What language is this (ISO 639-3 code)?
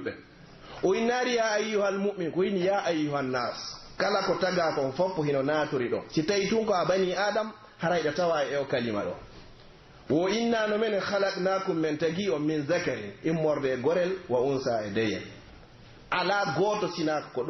fuf